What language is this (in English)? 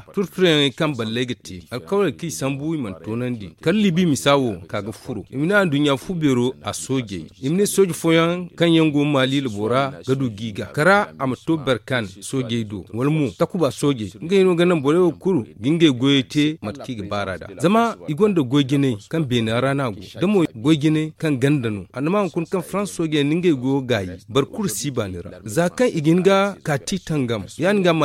Zarma